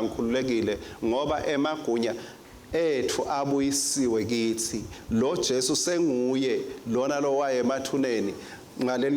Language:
Swati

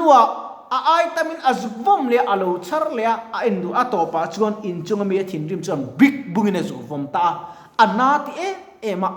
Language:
Mizo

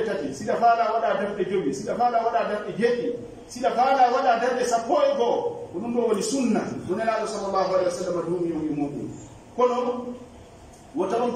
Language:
Pular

